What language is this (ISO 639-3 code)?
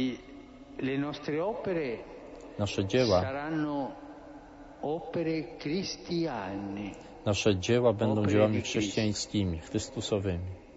pol